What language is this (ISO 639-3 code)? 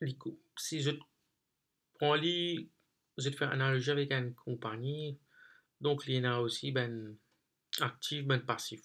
mfe